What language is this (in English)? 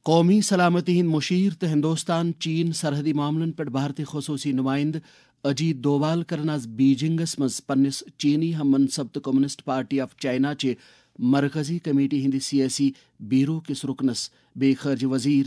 Kashmiri